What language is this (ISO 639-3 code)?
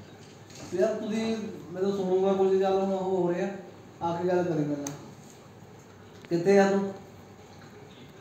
pan